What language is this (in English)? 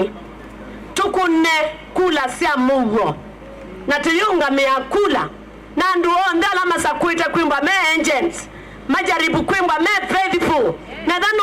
Kamba